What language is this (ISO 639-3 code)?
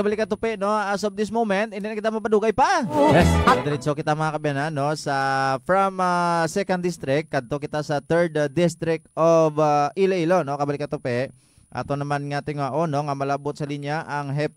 hil